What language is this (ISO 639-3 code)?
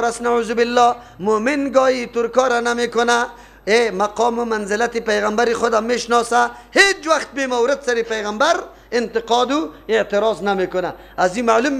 fas